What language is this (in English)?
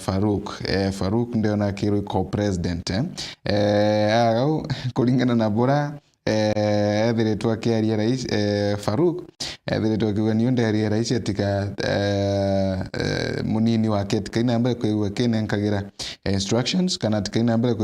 Meru